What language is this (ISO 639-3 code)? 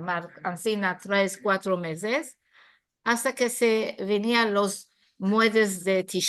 lad